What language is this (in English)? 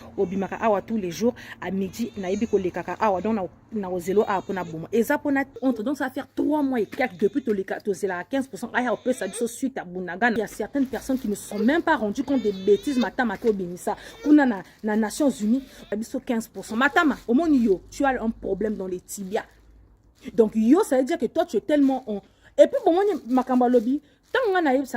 Lingala